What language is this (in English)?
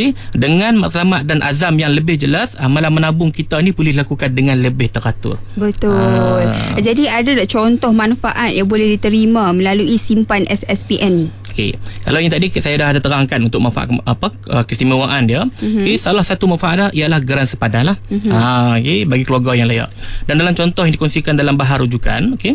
Malay